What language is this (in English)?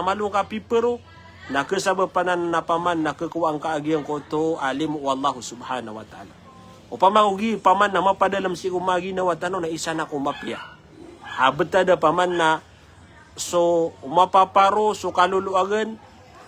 Maranao